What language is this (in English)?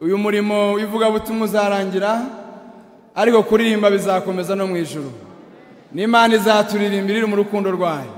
Kinyarwanda